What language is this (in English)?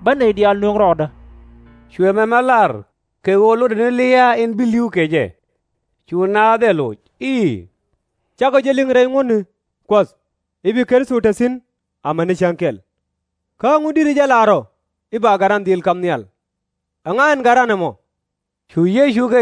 Nuer